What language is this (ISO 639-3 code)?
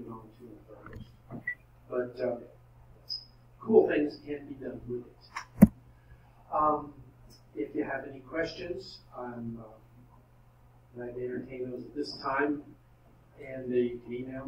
eng